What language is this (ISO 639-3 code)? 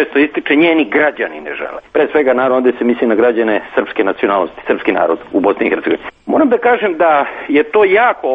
srp